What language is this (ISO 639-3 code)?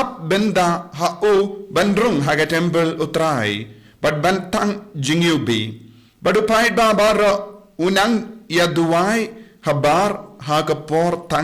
kha